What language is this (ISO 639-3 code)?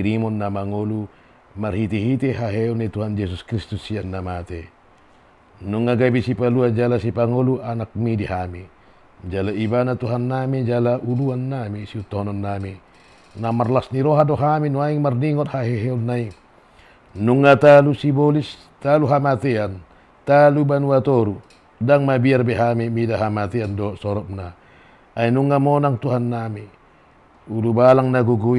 bbc